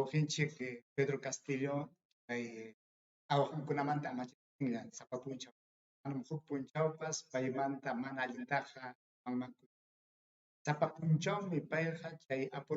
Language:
Ayacucho Quechua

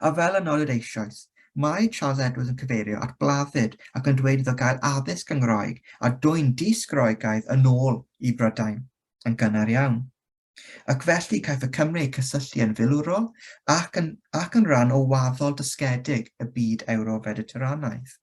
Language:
Welsh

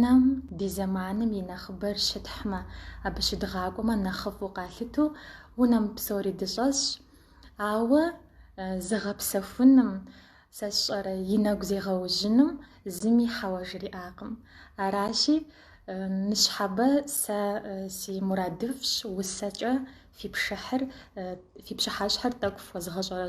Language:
Kabardian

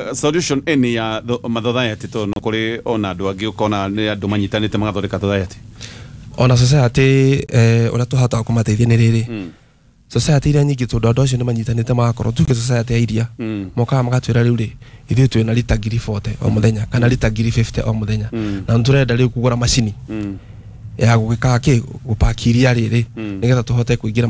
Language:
Kikuyu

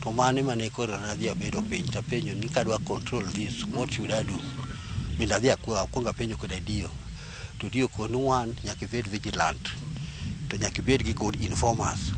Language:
Luo (Kenya and Tanzania)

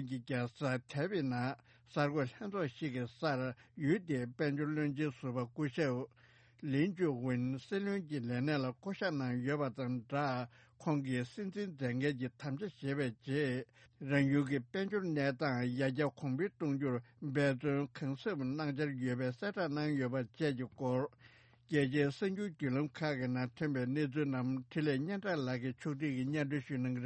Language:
Tibetan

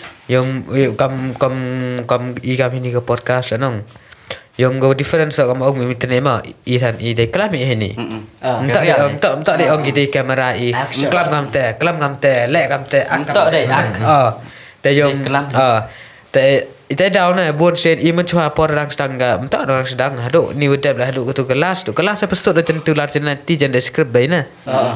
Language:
Khasi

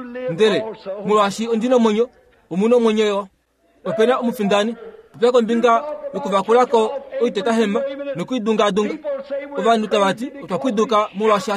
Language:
Kuanyama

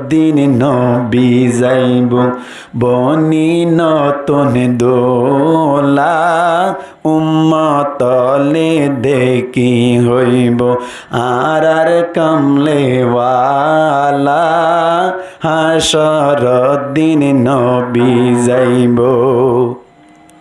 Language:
Rohingya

